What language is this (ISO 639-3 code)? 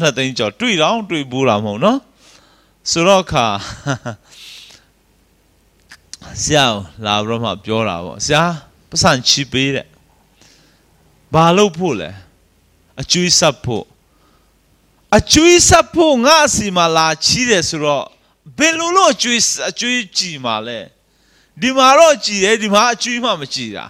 mya